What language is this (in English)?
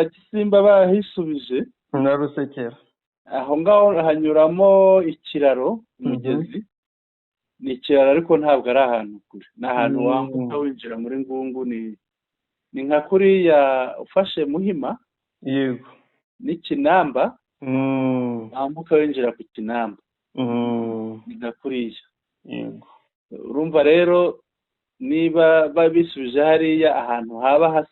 Kinyarwanda